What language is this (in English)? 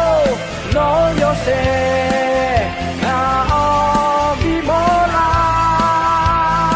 Akha